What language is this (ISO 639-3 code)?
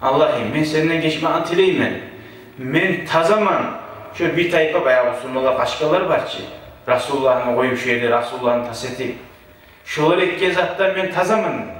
kum